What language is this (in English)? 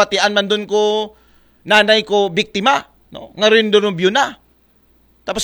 Aklanon